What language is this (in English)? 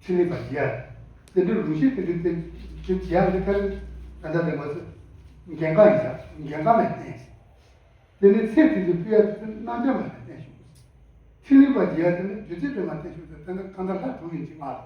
Tibetan